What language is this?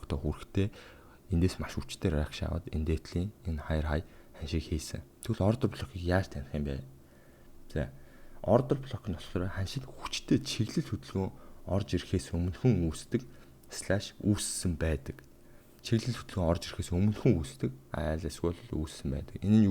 Mongolian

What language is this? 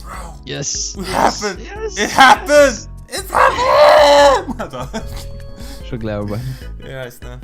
Faroese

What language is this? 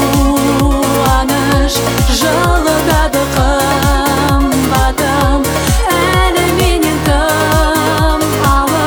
Kazakh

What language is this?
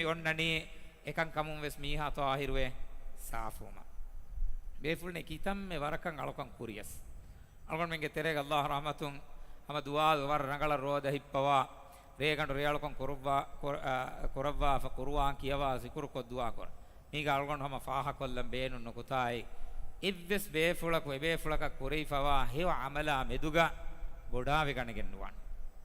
Divehi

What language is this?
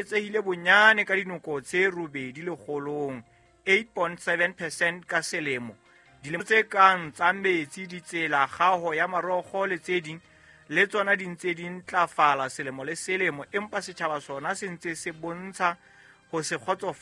Southern Sotho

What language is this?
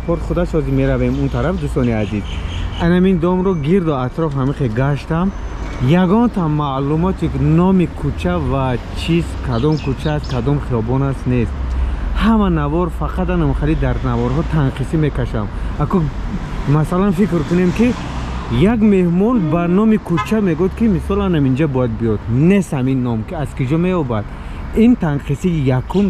Tajik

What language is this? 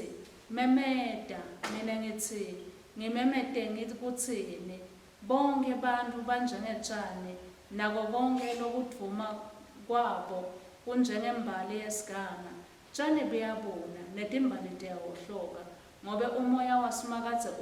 Swati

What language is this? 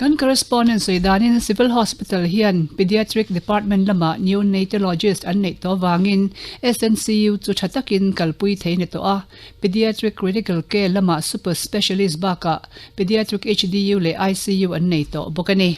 Mizo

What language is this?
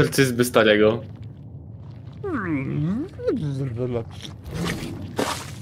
Polish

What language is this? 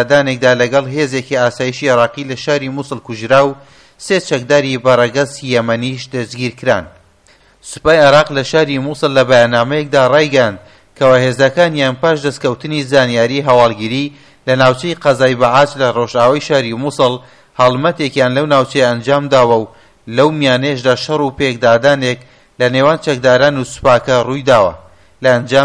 Central Kurdish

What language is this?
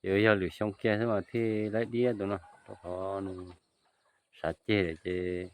Hmong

